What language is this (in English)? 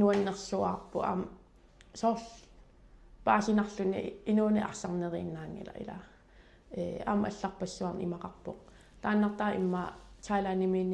Kalaallisut